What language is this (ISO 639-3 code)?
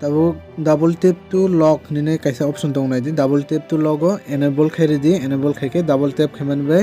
trp